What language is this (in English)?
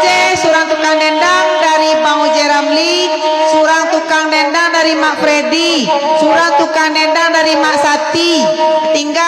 Minangkabau